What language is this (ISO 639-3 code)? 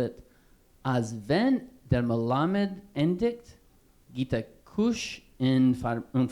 yid